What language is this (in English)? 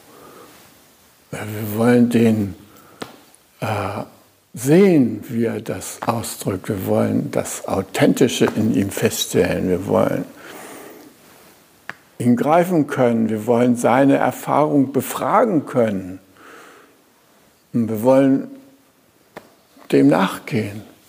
German